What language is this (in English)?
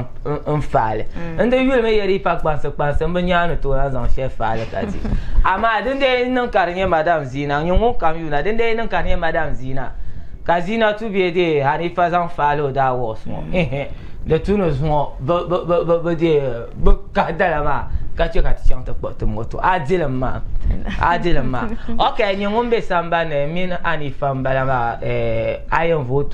Dagbani